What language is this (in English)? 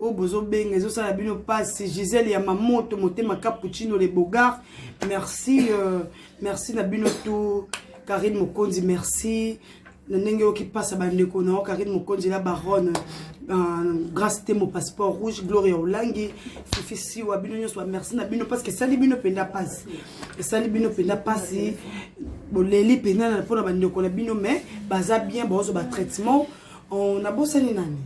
Lingala